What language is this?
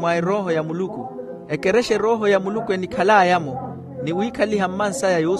Makhuwa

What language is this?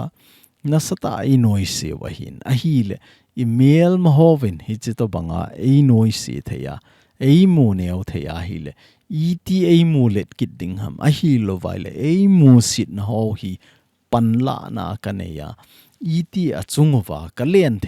Thado Chin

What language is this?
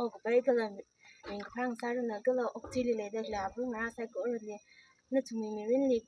Tangkhul Naga (India)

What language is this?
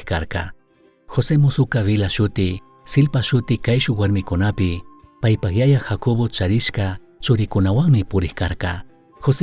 Chimborazo Highland Quichua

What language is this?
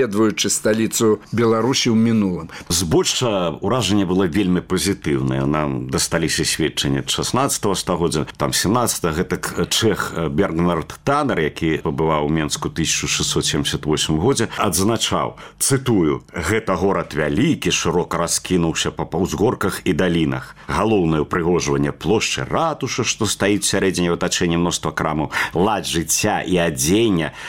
Belarusian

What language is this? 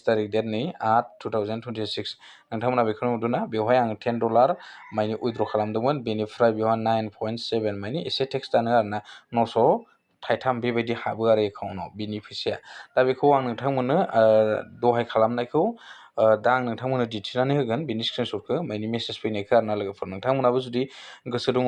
Bodo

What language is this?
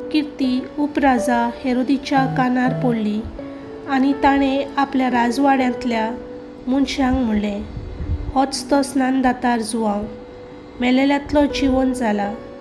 Konkani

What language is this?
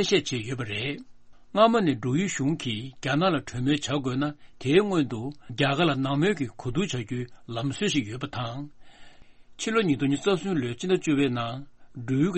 Tibetan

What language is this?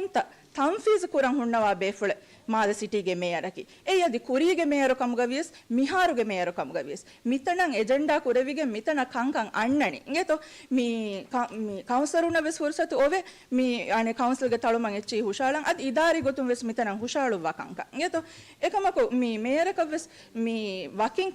Divehi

